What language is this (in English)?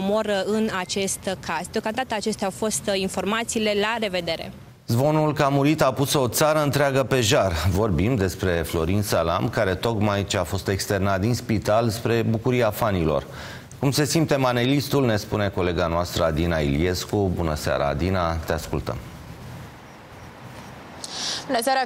Romanian